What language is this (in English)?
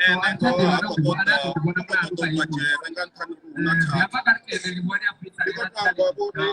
Venda